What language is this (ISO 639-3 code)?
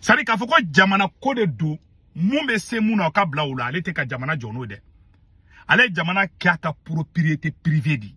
bam